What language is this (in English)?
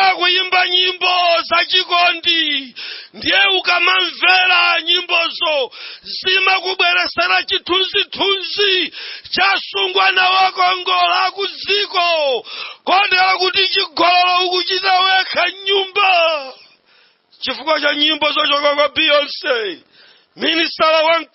Nyanja